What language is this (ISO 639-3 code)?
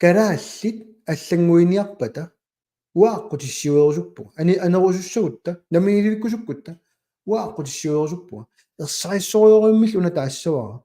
kal